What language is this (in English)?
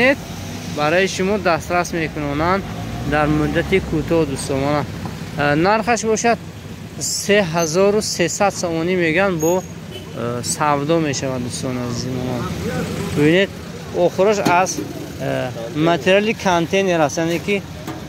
Tajik